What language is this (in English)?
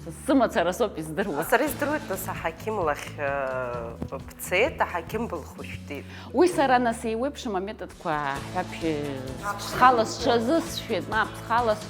Abkhazian